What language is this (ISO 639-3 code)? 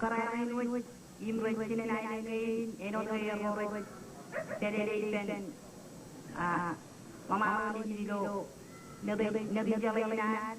mah